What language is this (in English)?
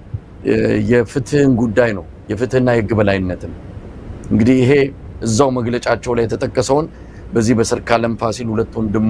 Amharic